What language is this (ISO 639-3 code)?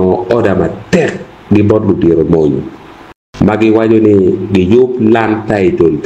ach